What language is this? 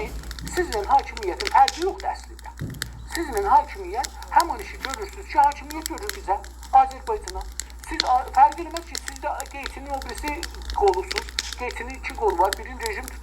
South Azerbaijani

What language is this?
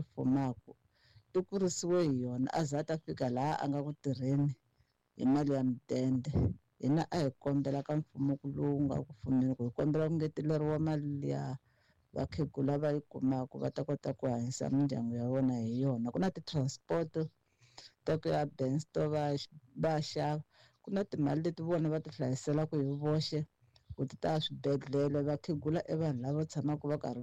Tsonga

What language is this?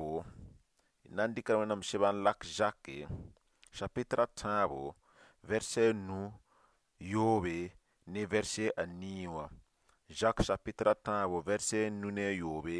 Mossi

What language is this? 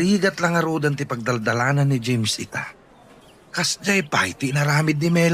Iloko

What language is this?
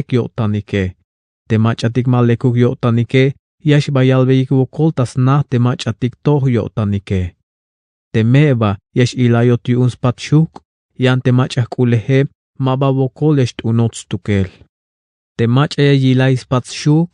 Tzeltal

